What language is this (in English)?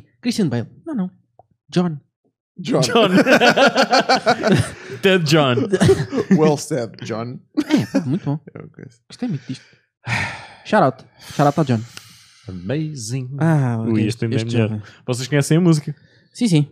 Portuguese